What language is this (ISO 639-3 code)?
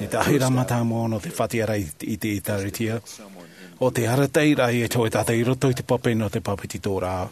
tah